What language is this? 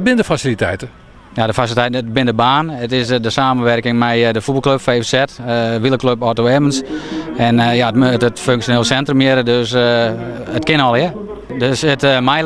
Western Frisian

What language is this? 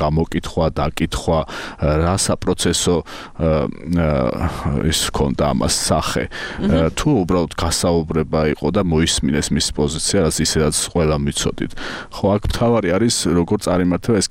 Georgian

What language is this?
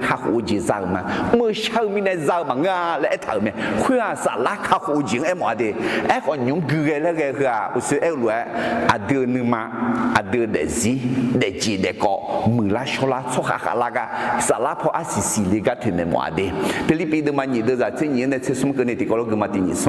Akha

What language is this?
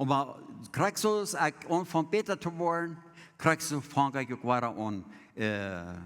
Plautdietsch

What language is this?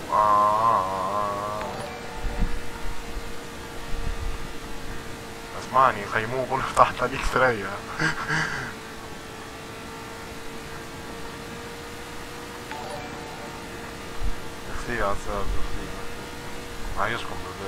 Tunisian Arabic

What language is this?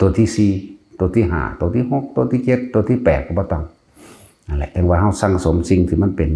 Northeastern Thai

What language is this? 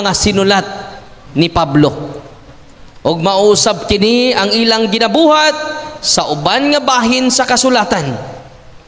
Cebuano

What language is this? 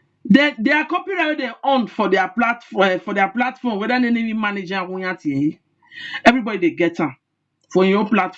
Nigerian Pidgin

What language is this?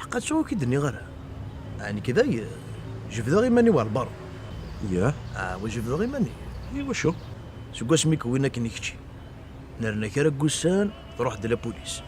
Kabyle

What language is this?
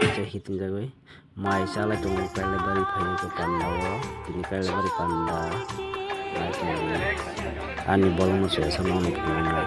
Kok Borok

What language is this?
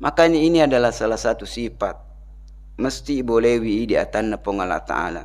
Buginese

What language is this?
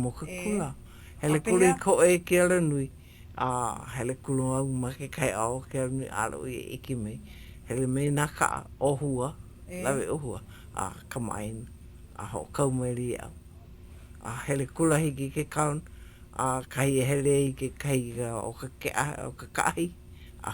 Hawaiian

